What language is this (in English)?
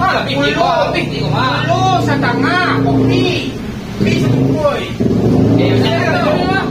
Minangkabau